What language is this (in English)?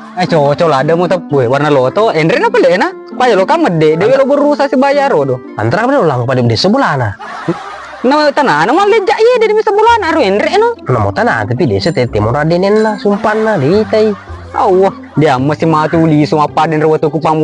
Buginese